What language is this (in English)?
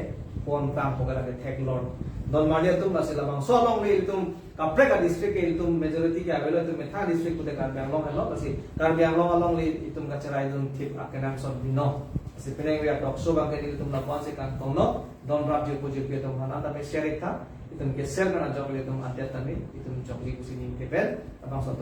Karbi